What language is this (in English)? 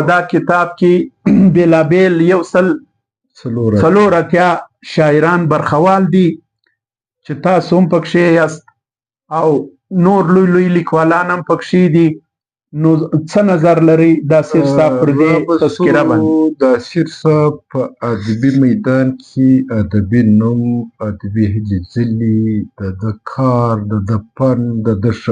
Pashto